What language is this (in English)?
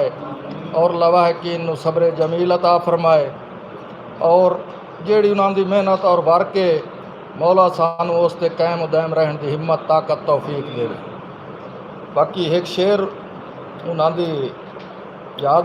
Saraiki